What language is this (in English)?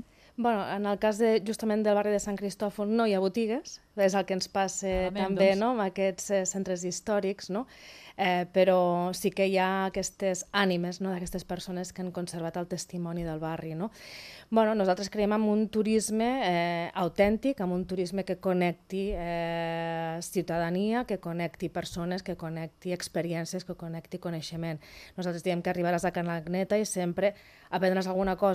Catalan